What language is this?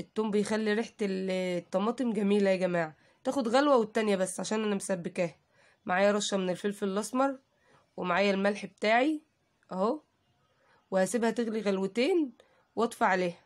Egyptian Arabic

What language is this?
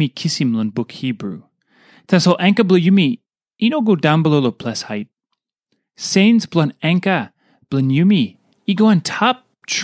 Tok Pisin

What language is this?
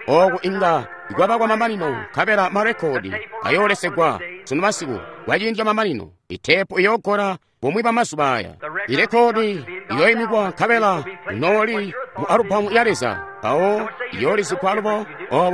Tonga (Zambia)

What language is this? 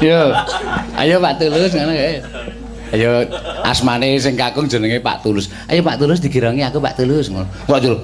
Javanese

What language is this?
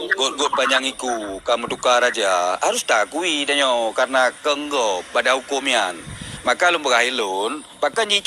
Achinese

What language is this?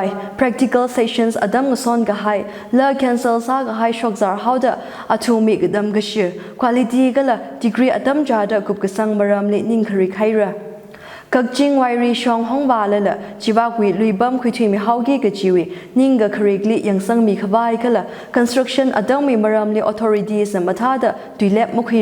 Tangkhul Naga (India)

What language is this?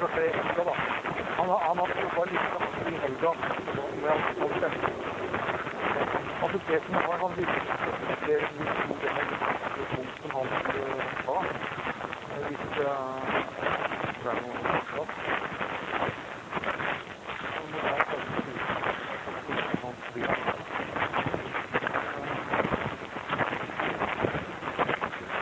Norwegian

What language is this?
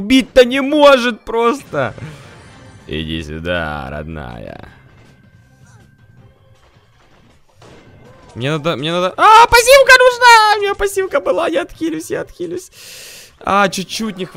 Russian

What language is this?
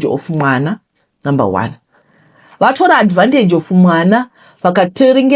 Shona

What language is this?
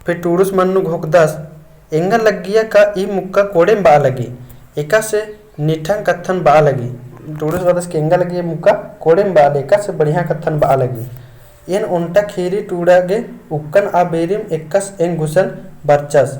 Kurukh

